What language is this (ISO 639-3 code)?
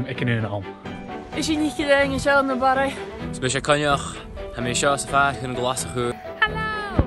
gla